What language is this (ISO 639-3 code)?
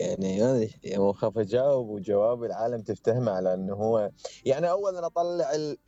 acm